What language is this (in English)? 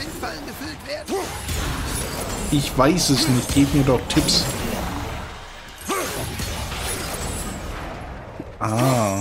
German